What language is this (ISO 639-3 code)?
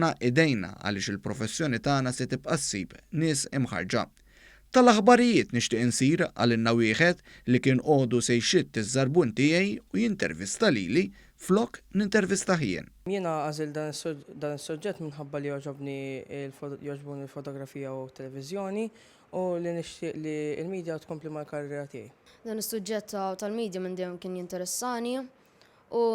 mlt